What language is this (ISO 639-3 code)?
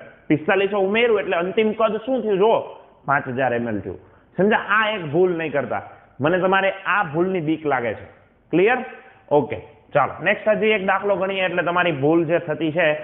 guj